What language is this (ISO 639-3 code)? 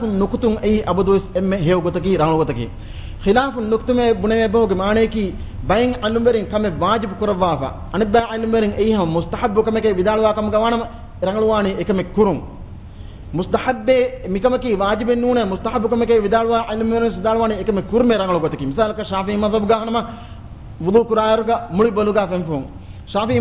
div